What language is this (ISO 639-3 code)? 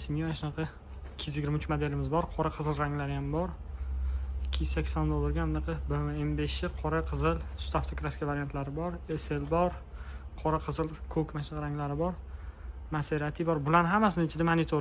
uzb